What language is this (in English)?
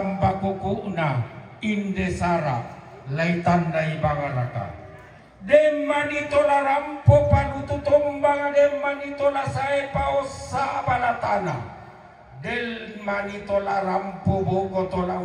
Toraja-Sa'dan